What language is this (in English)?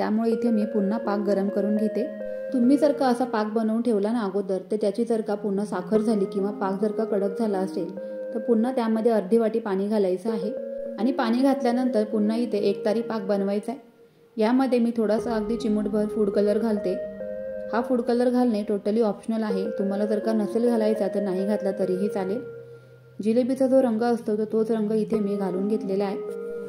Marathi